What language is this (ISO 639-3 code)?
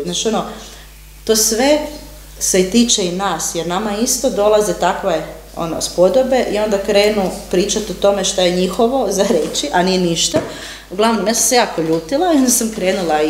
hrv